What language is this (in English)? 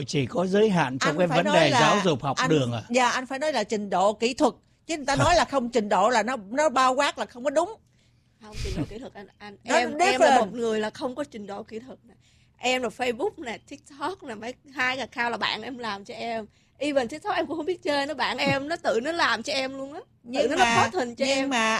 Vietnamese